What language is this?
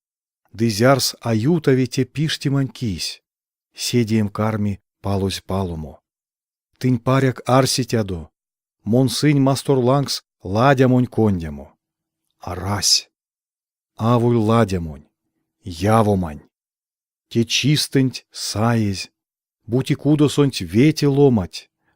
Erzya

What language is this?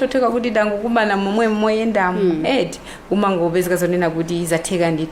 Nyanja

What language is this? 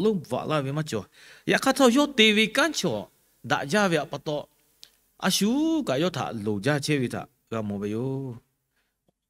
Lahu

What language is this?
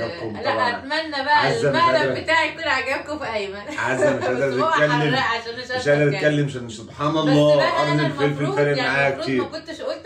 Egyptian Arabic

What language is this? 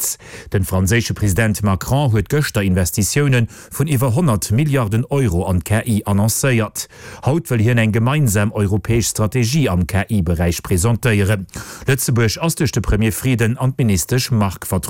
Luxembourgish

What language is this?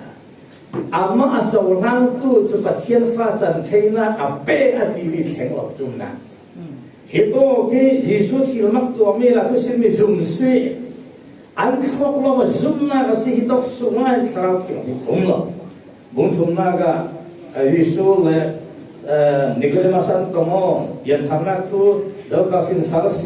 Falam Chin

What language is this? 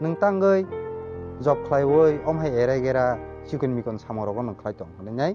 Kok Borok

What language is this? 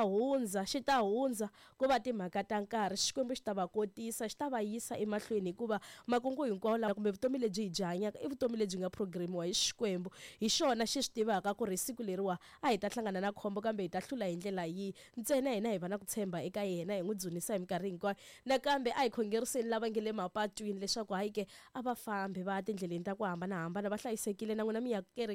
Tsonga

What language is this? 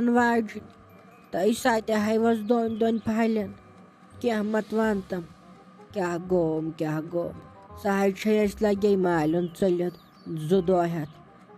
Kashmiri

